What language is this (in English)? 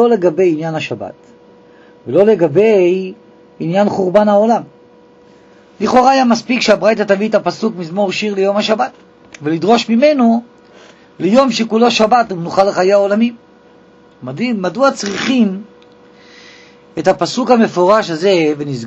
Hebrew